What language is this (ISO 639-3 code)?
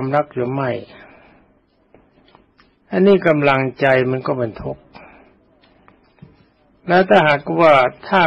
tha